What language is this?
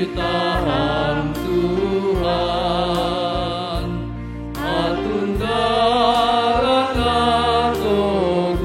Batak Simalungun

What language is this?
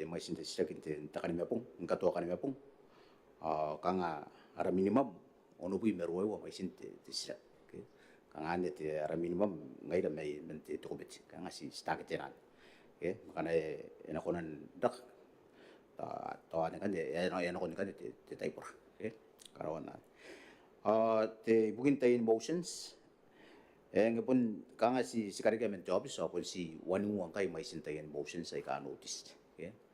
Gilbertese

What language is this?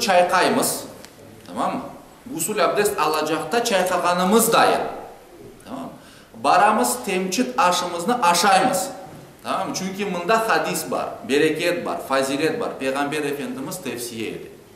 Crimean Tatar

